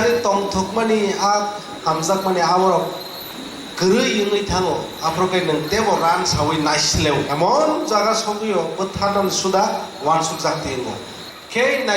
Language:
Kok Borok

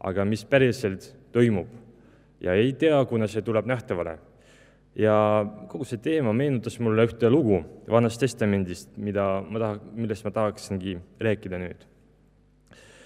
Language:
Estonian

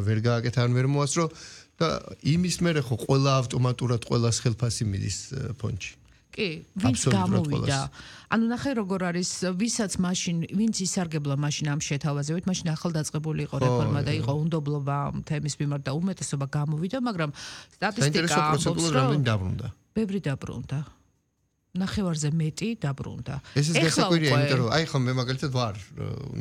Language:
Georgian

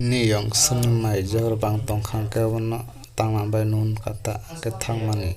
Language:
Kok Borok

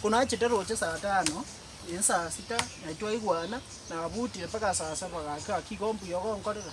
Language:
Gusii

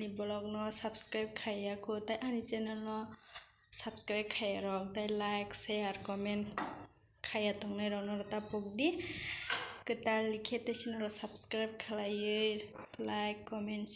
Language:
Kok Borok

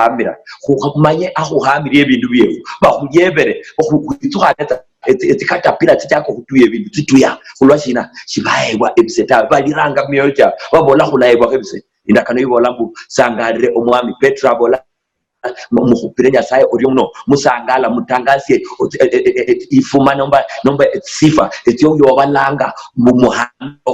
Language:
Luyia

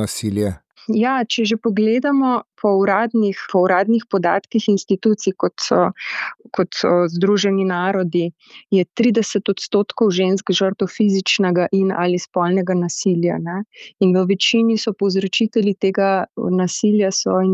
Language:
Slovenian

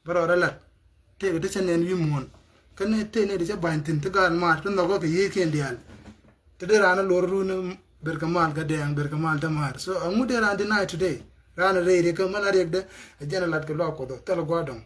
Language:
Nuer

